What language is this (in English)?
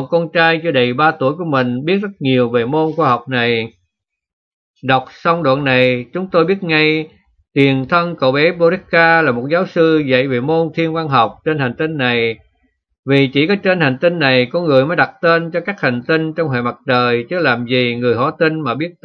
Vietnamese